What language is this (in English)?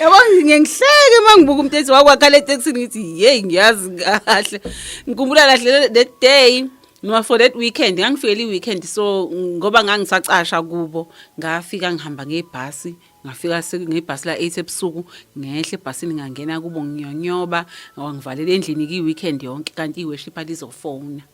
Zulu